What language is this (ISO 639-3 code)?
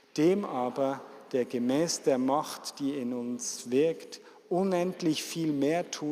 gsw